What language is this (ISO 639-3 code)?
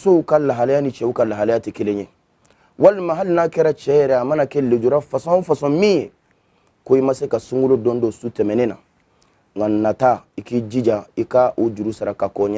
bam